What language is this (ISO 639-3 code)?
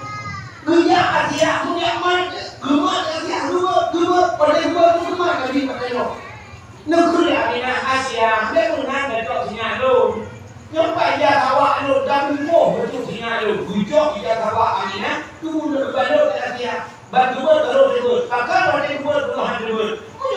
ace